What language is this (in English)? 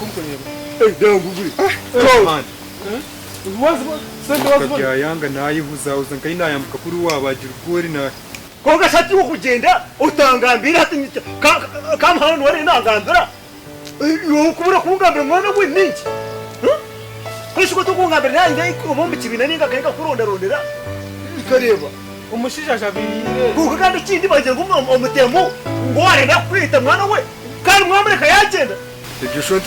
Nyankole